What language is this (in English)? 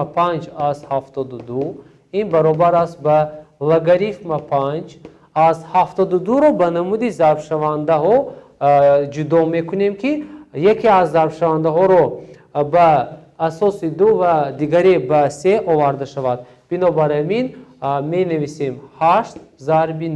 Tajik